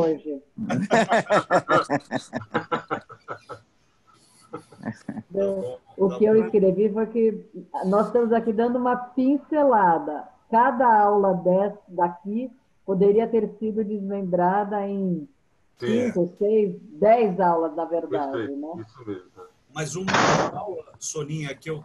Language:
Portuguese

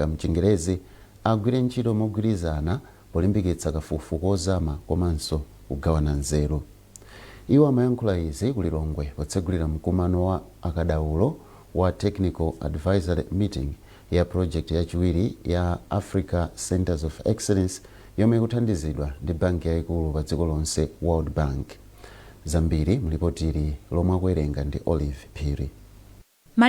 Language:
Nyanja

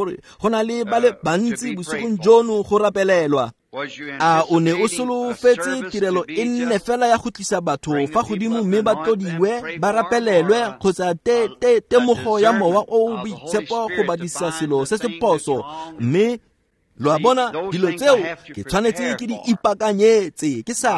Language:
Tswana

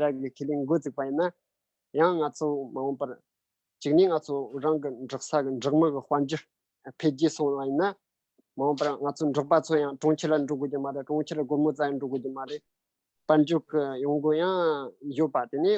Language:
Tibetan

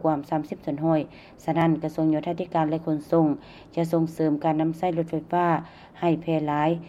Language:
Lao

